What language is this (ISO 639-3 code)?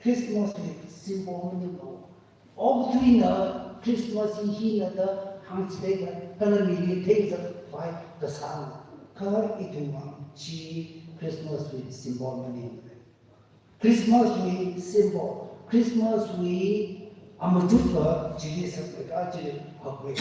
nmf